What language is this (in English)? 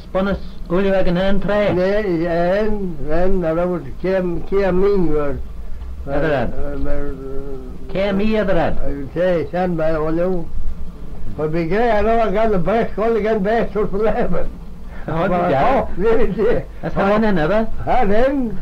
Manx